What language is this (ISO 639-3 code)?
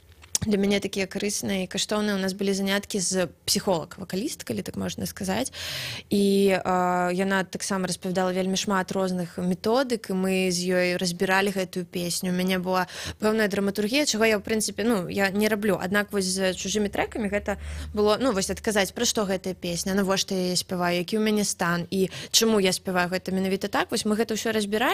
bel